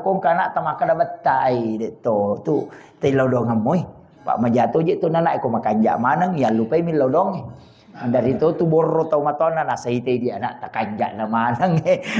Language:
Buginese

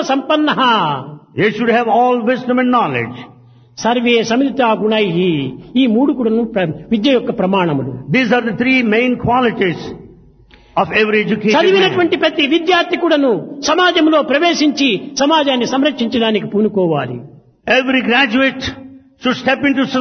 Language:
Telugu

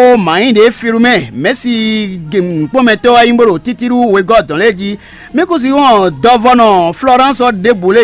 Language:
Fon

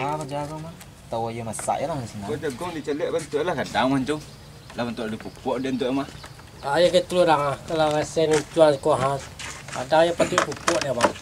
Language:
Minangkabau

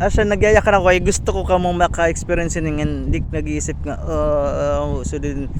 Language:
Waray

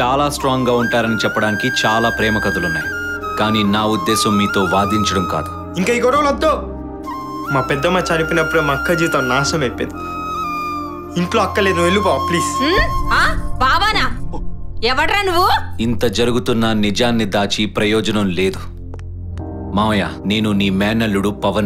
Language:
Telugu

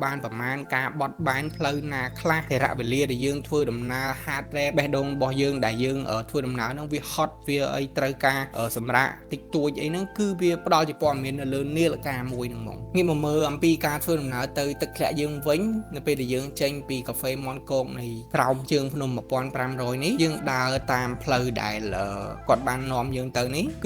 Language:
Khmer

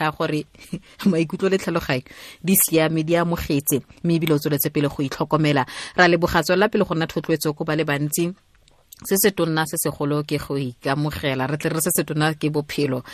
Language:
Tswana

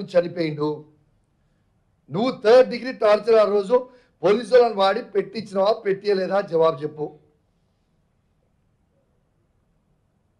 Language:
Telugu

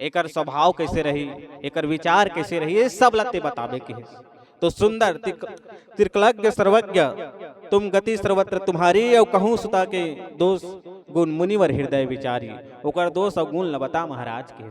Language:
Chhattisgarhi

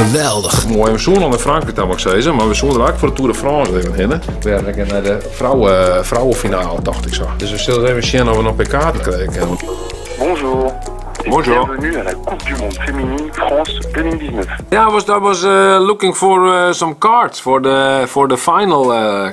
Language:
Western Frisian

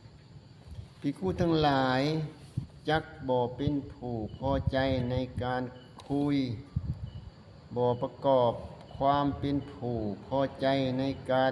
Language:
Lao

